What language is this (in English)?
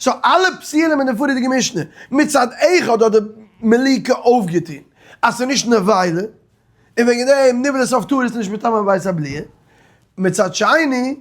Yiddish